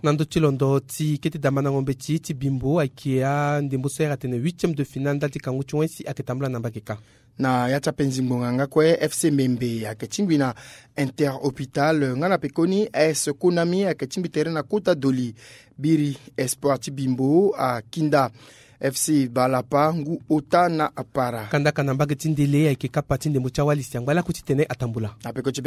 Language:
Sango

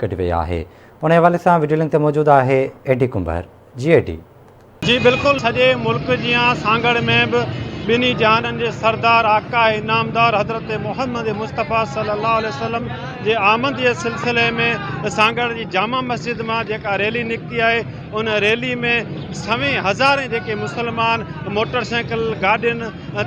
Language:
Sindhi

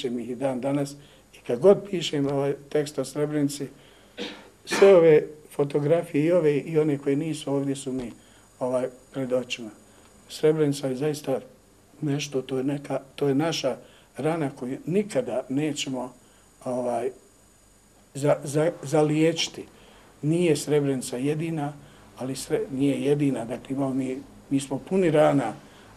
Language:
Bosnian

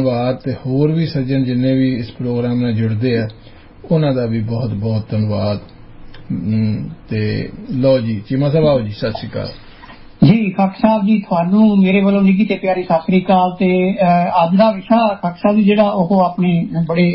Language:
Punjabi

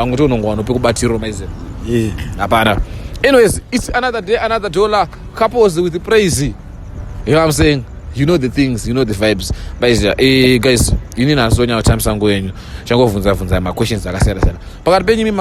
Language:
Shona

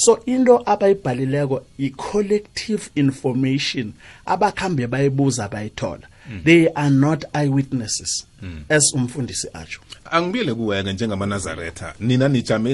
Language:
South Ndebele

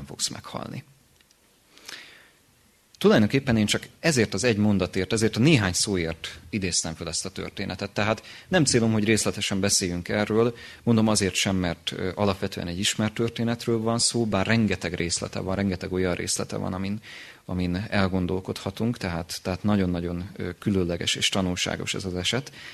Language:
Hungarian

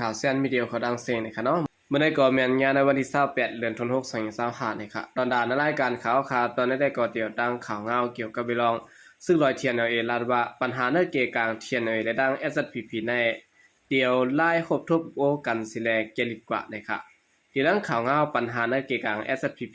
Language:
Shan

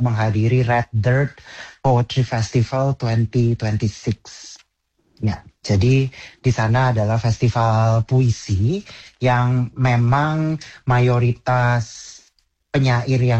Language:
Indonesian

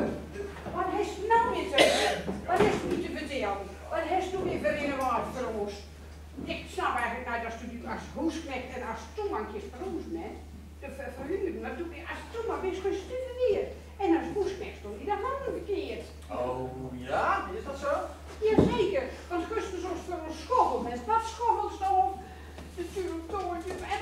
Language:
Gronings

